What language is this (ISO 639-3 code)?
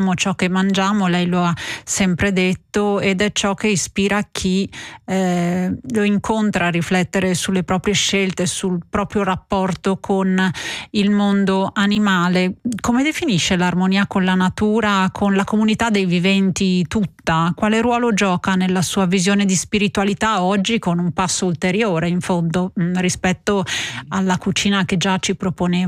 ita